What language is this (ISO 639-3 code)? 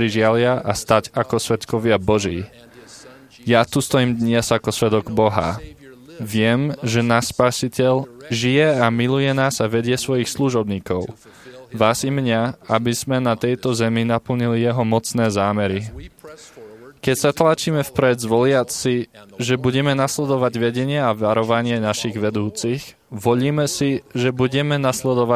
slk